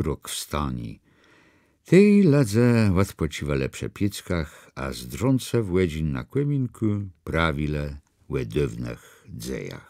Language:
Kashubian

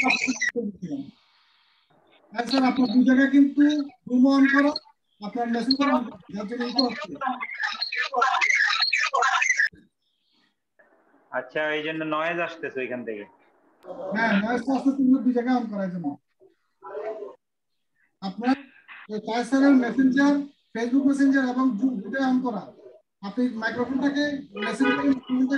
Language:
Bangla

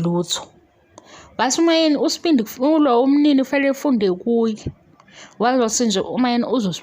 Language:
Zulu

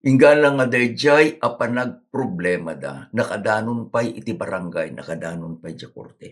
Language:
Iloko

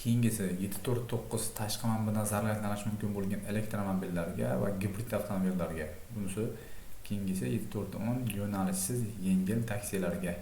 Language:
Uzbek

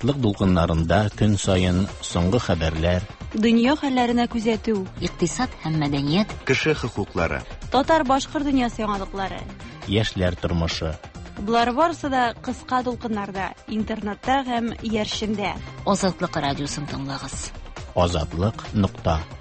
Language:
Tatar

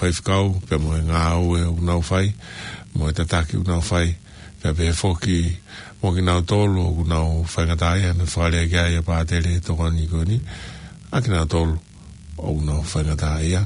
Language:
Tongan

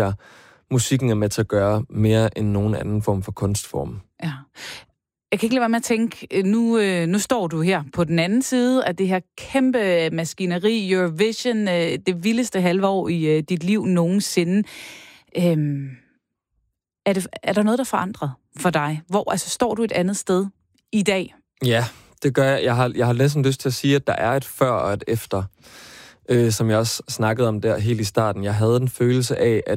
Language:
Danish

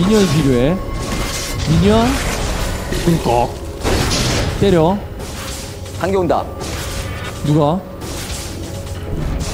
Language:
Korean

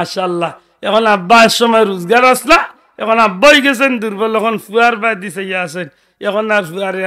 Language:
Sylheti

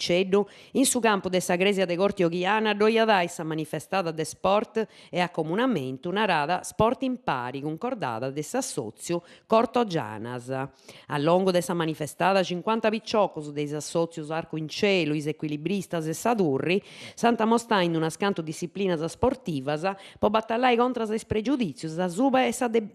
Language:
Sardinian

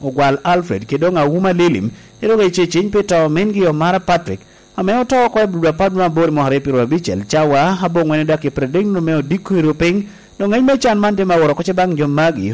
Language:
Lango (Uganda)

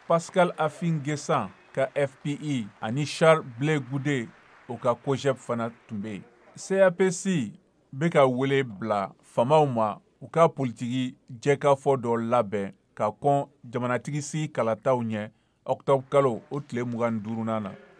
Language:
Bambara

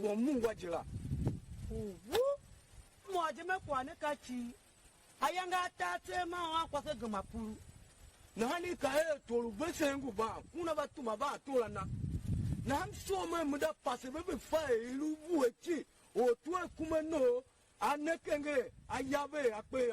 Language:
Tiv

